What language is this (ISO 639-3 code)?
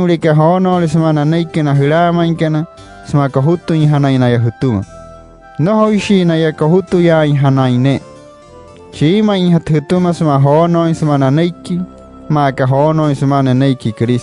guc